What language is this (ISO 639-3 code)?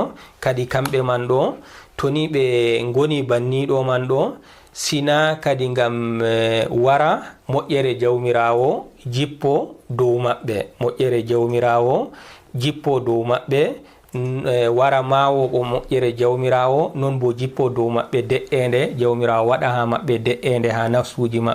ful